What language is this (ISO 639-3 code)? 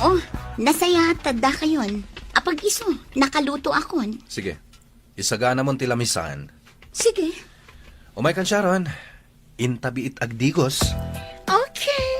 ilo